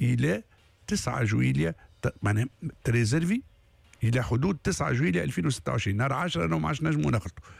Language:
Tunisian Arabic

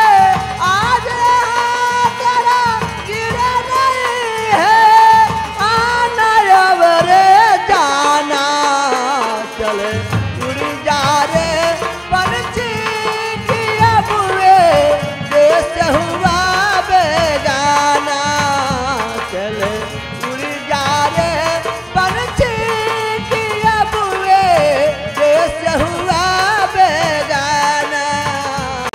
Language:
Bhojpuri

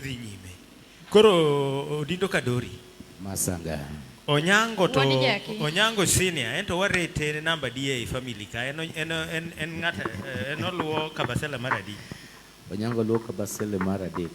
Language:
Luo (Kenya and Tanzania)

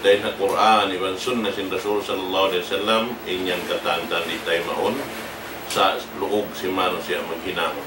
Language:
Tausug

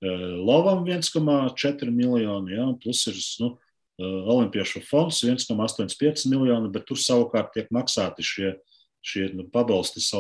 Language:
Latvian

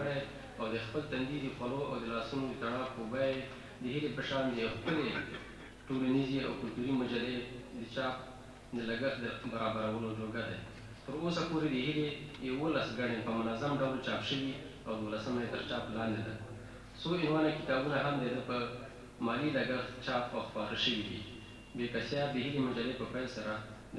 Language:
Pashto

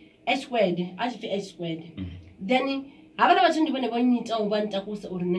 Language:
Venda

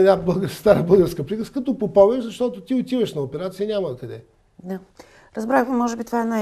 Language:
Bulgarian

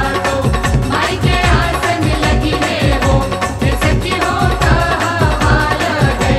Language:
Bhojpuri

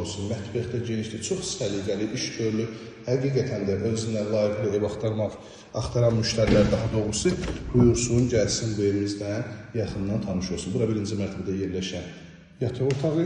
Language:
Azerbaijani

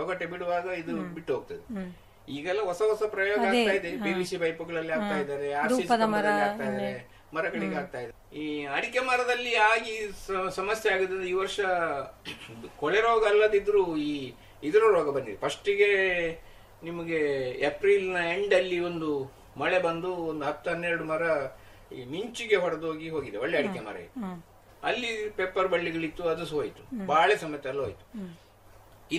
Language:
Kannada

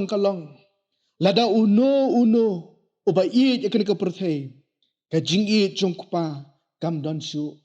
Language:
Khasi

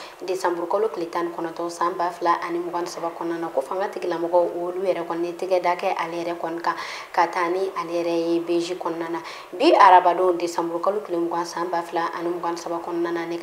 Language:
Bambara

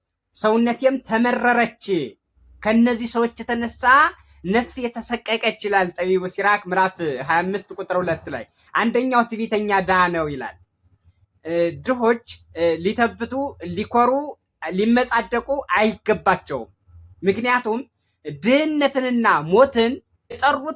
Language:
Amharic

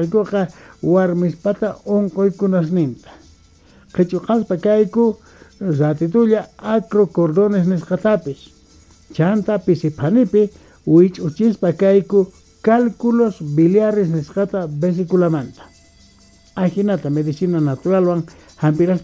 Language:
South Bolivian Quechua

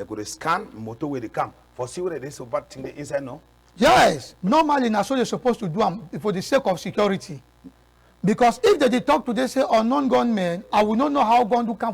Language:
Cameroon Pidgin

